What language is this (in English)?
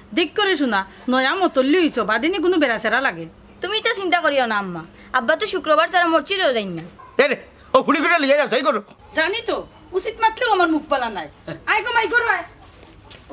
Sylheti